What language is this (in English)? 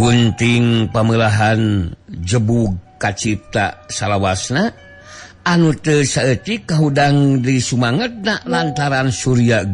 Sundanese